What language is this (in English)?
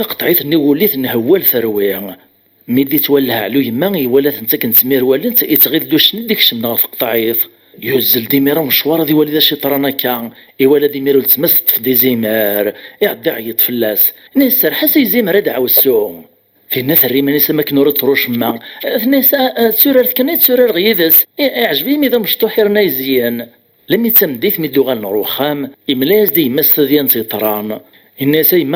Kabyle